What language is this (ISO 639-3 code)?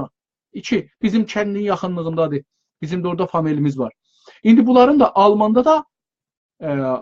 azb